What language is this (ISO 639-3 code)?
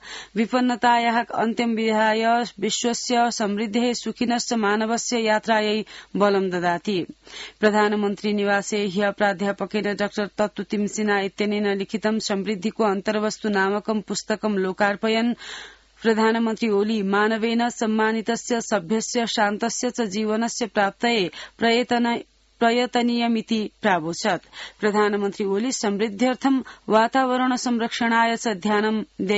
san